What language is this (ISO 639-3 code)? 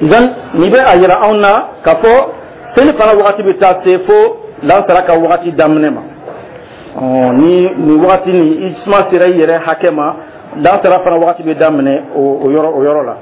dyu